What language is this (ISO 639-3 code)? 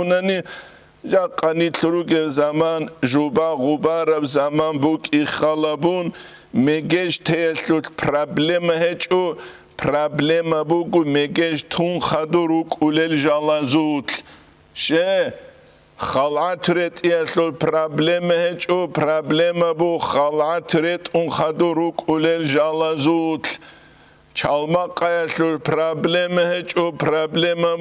ava